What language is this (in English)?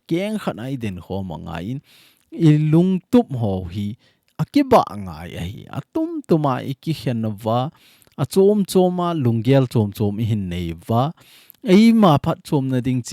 Thado Chin